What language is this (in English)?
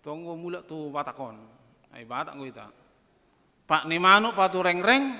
Batak Toba